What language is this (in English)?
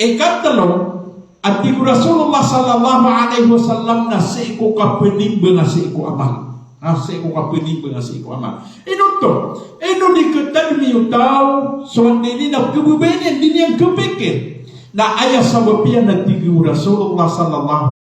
Maranao